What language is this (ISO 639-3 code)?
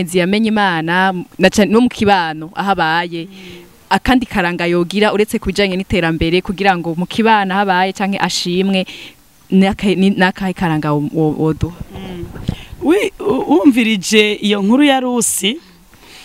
run